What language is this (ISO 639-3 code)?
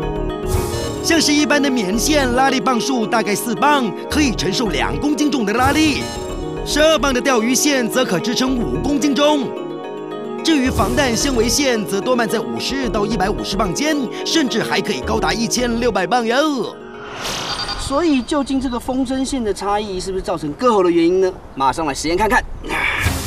zho